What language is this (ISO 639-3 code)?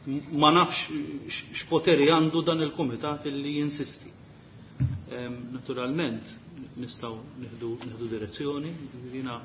mlt